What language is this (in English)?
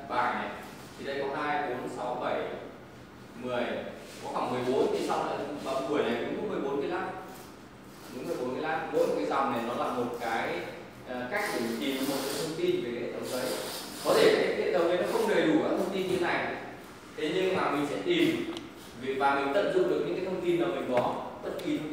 Vietnamese